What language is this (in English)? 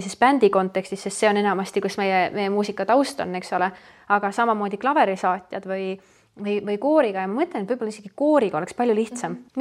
Estonian